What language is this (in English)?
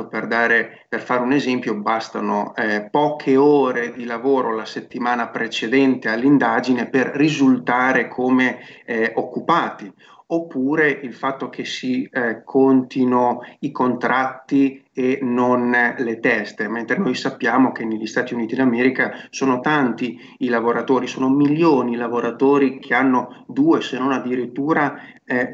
Italian